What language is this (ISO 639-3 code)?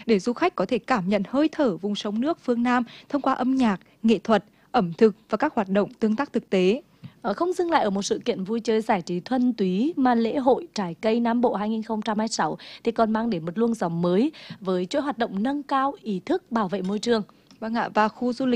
vie